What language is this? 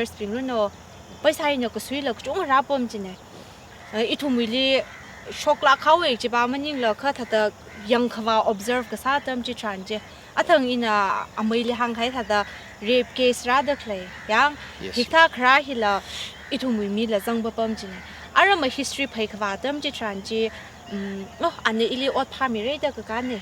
Tangkhul Naga (India)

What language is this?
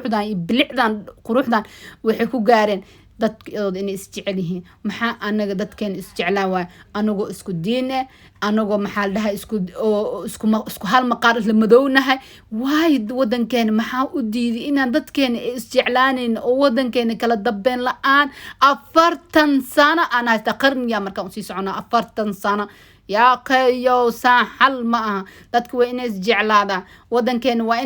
Somali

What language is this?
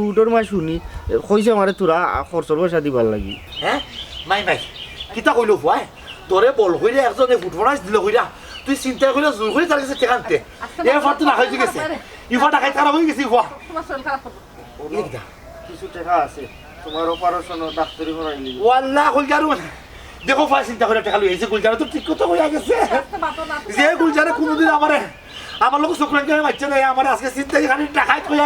Sylheti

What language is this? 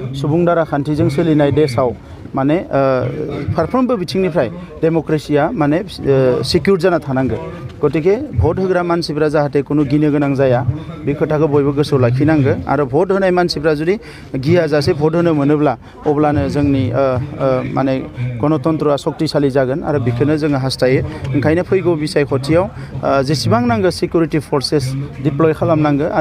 Bodo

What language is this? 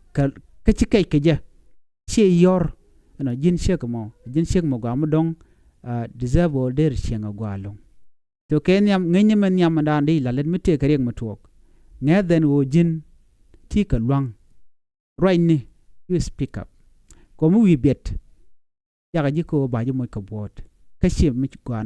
Nuer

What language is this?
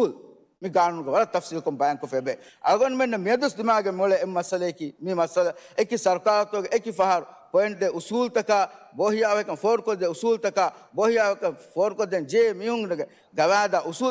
Divehi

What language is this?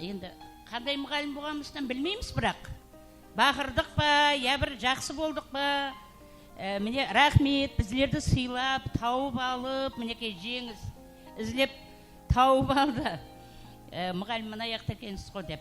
Kara-Kalpak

